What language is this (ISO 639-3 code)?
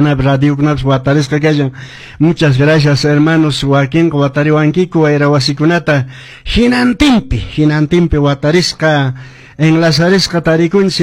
que